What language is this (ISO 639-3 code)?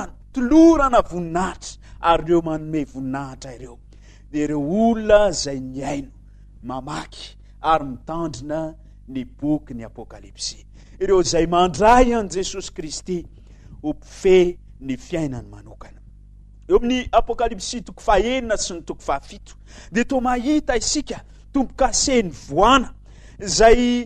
mlg